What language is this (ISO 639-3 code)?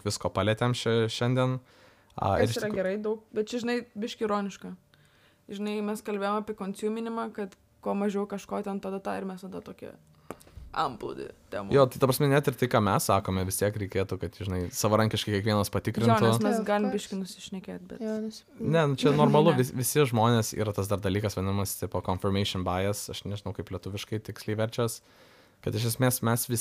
lit